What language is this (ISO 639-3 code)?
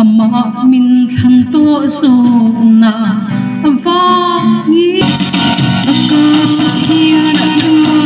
hmr